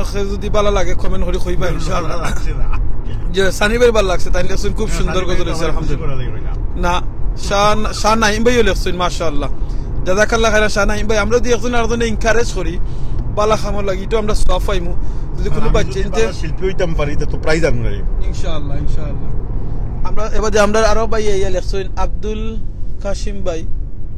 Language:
Sylheti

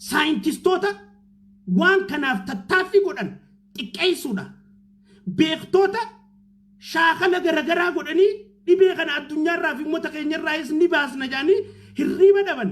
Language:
Oromo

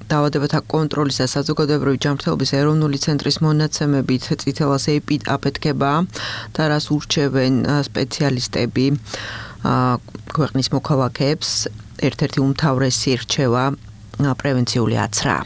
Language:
Georgian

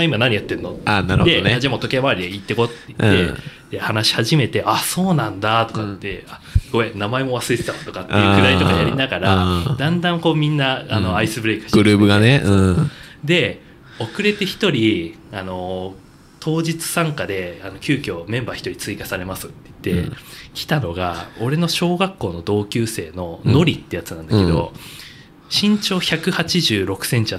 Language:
Japanese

